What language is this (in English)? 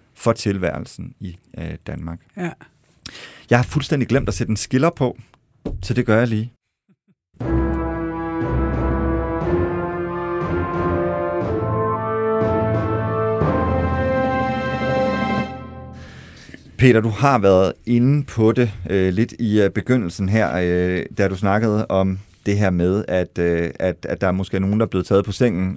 Danish